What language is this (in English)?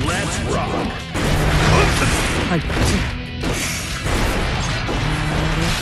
Japanese